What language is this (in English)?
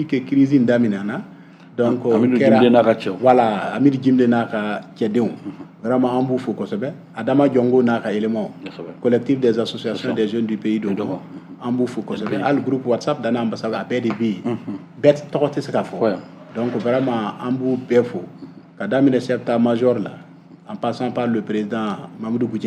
Bambara